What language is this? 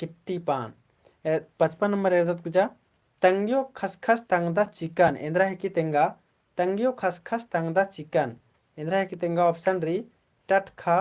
Kurukh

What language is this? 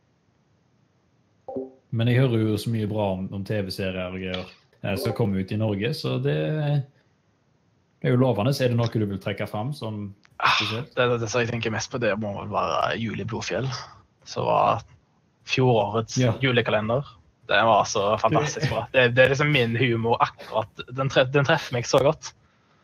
Norwegian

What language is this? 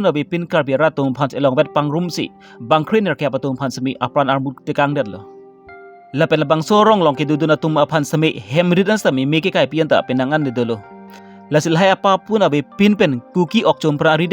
Karbi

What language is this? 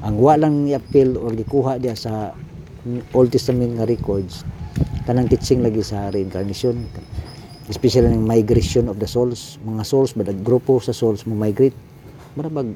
Cebuano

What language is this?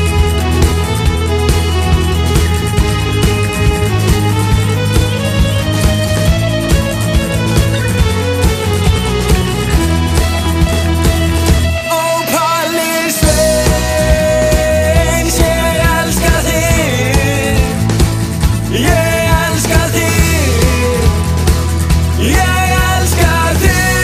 Icelandic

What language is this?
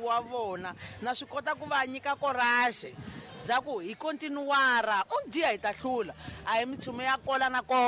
Tsonga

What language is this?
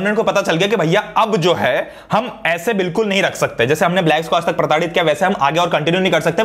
Hindi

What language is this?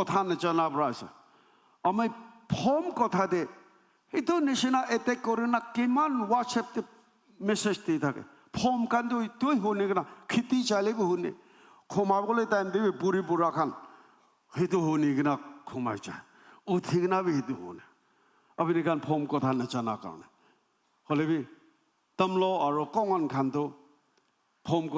Naga Pidgin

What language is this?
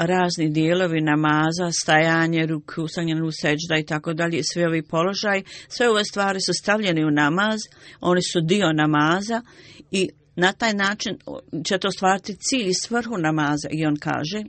Bosnian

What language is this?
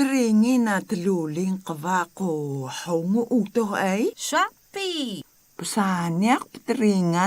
Atayal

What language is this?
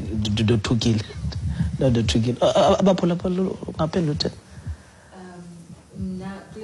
Xhosa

